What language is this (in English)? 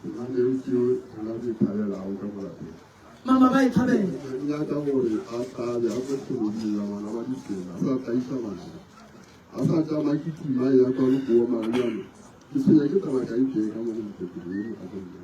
Northern Sotho